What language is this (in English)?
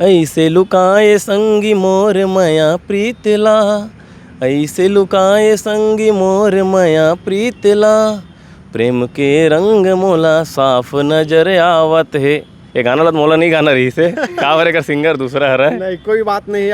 Chhattisgarhi